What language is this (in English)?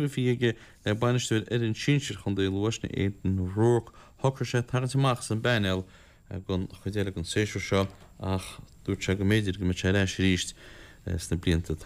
Irish